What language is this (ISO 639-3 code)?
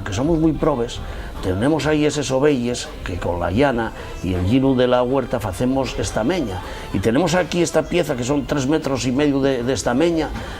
ast